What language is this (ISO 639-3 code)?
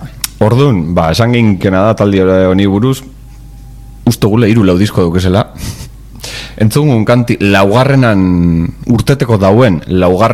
eus